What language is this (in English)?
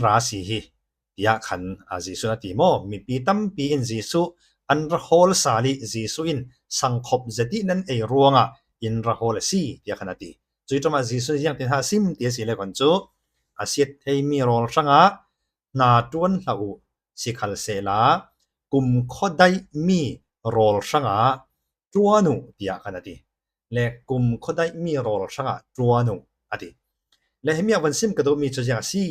Falam Chin